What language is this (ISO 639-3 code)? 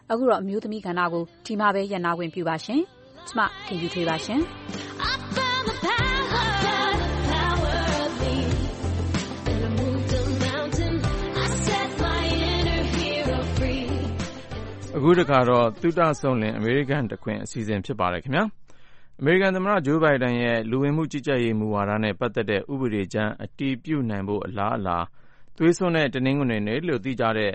mya